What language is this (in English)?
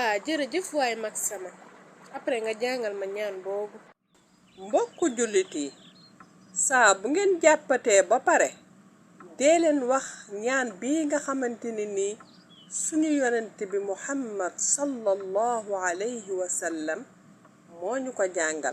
Wolof